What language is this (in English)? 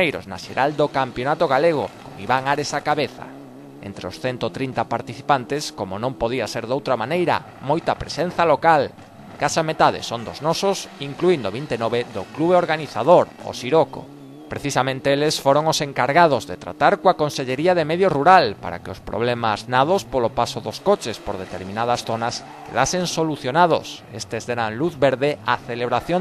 Galician